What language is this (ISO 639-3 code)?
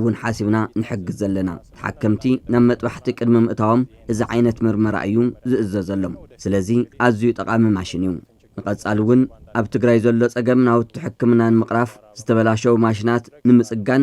tir